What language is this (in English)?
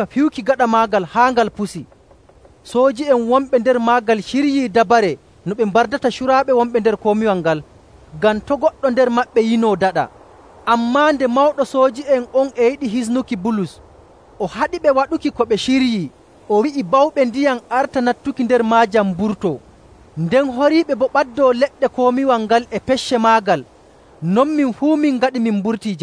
Nigerian Fulfulde